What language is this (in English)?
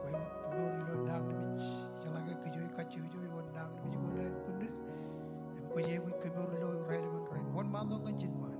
Marshallese